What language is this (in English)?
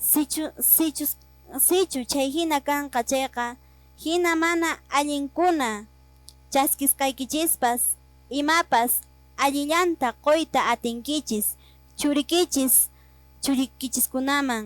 Quechua